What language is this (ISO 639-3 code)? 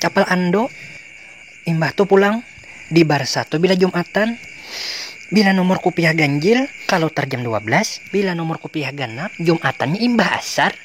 bjn